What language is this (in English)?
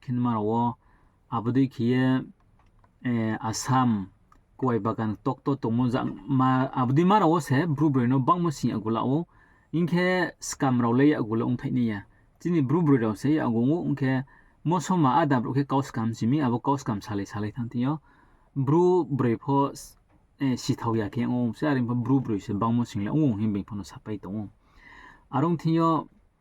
Riang (India)